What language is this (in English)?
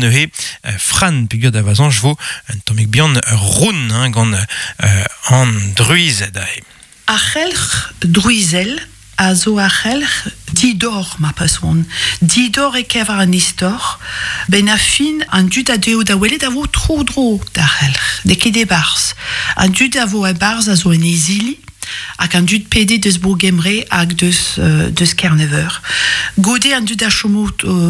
Breton